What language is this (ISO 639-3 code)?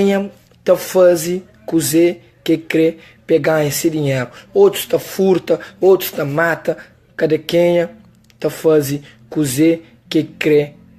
kea